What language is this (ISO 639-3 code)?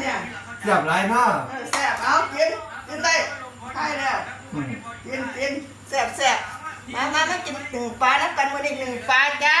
tts